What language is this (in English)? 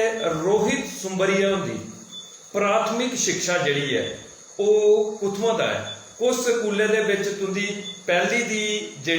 Dogri